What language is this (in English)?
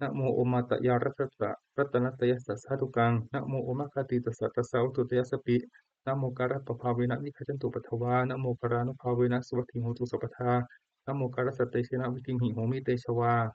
Pali